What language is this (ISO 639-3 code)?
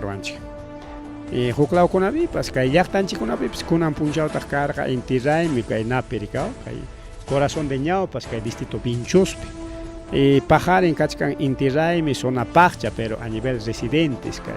quy